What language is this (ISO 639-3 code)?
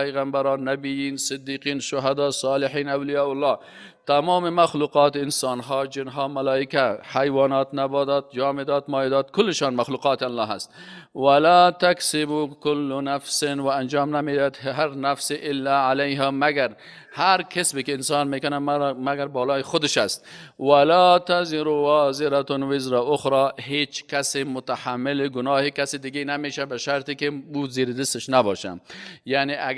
fas